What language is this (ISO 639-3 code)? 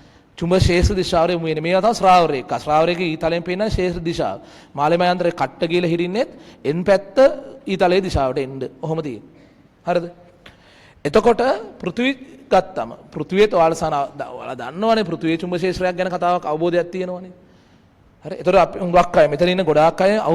sin